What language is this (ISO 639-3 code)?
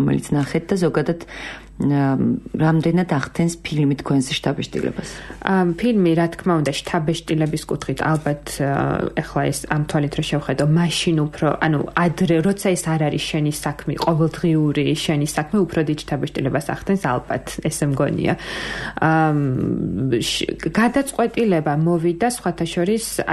kat